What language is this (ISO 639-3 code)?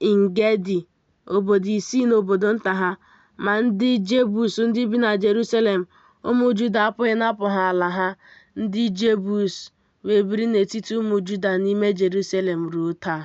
ibo